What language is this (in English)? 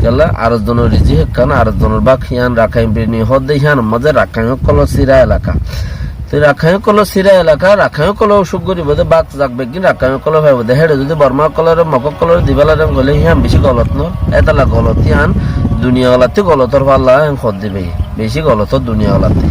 Rohingya